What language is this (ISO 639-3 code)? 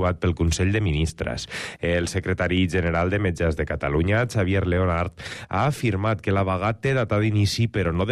cat